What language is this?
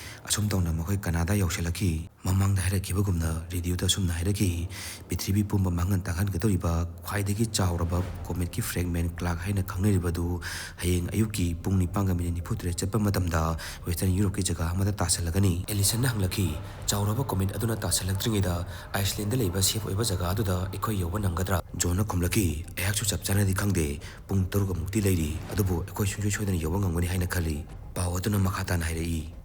Manipuri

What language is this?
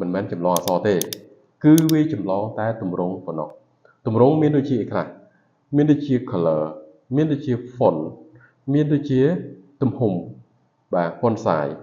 Khmer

